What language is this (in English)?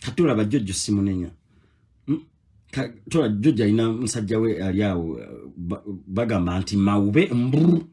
Ganda